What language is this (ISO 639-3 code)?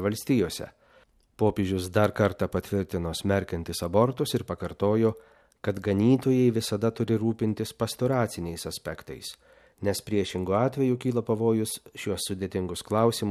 lit